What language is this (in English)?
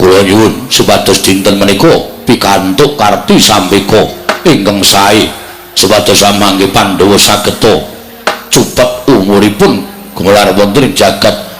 Javanese